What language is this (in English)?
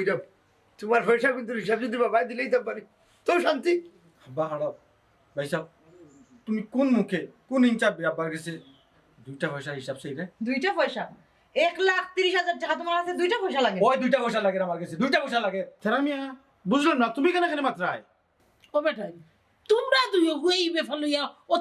Sylheti